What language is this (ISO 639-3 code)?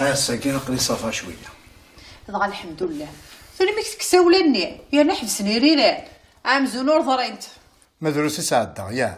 kab